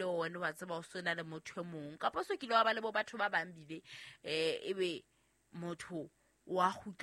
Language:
Southern Sotho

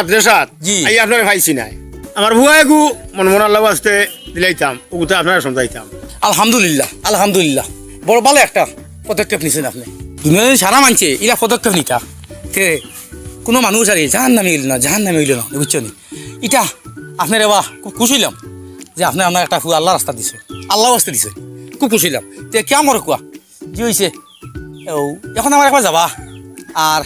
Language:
Sylheti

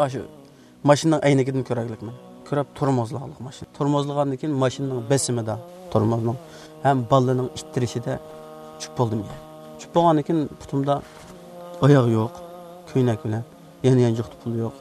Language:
Uyghur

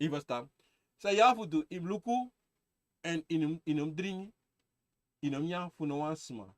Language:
Sranan Tongo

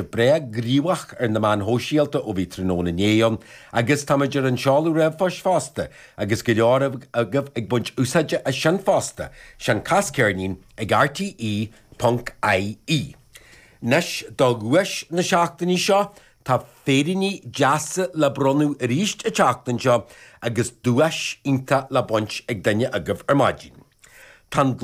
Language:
Irish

